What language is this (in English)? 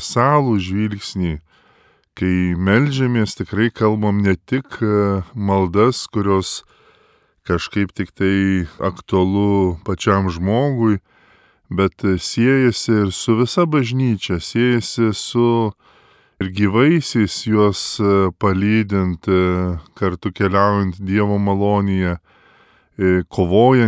Lithuanian